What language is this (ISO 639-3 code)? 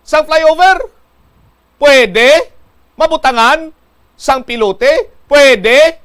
hil